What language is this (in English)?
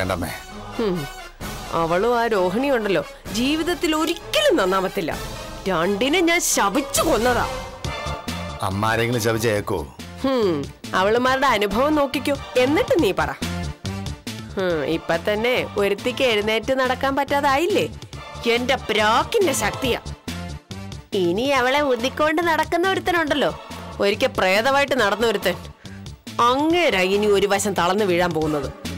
Malayalam